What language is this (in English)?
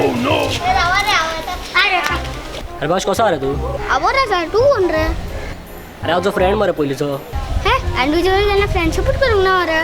Konkani